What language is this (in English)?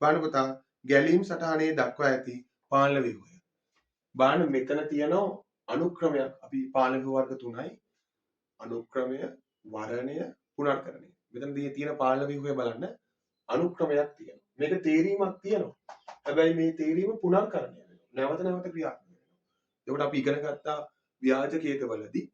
Sinhala